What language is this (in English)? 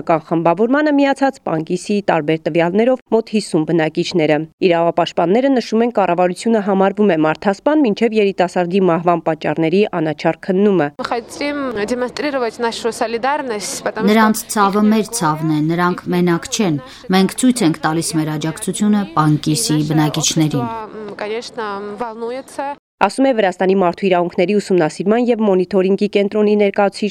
Armenian